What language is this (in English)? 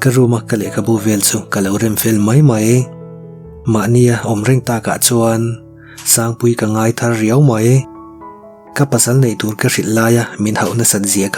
Mizo